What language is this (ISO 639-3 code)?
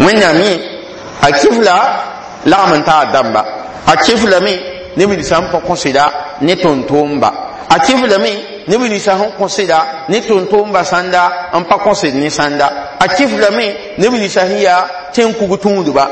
mos